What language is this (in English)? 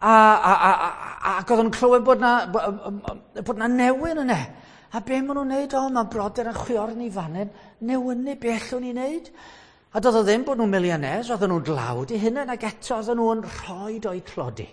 Welsh